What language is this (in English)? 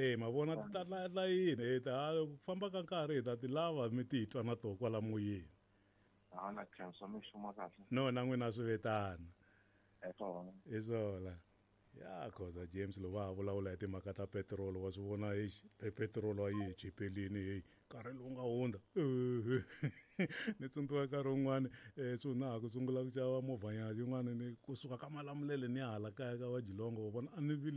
Tsonga